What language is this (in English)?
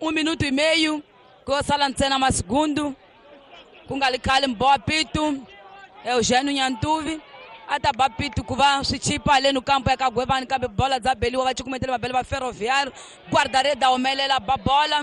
Tsonga